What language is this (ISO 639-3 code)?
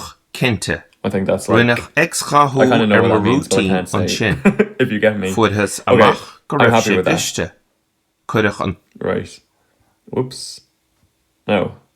gle